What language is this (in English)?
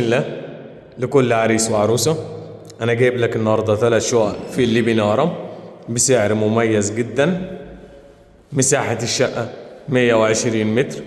Egyptian Arabic